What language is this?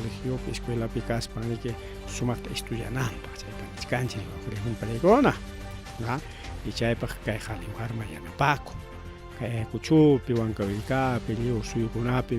Ayacucho Quechua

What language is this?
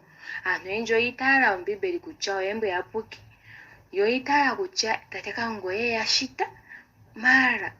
Ndonga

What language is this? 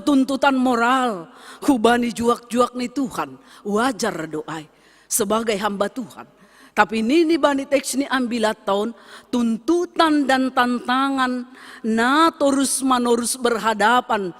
Batak Simalungun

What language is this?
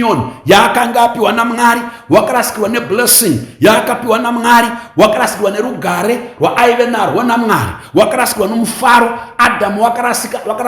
Shona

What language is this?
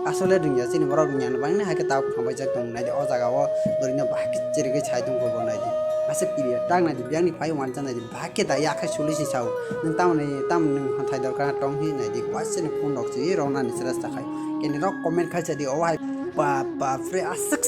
Kok Borok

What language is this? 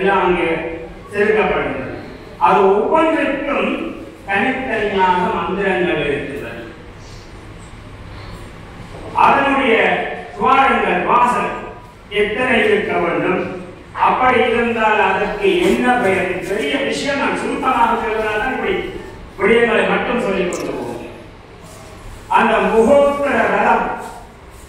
Tamil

